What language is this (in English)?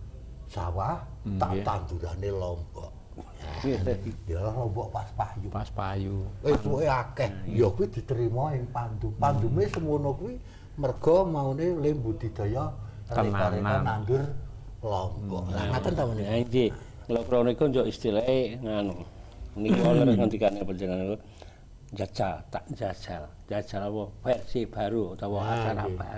Javanese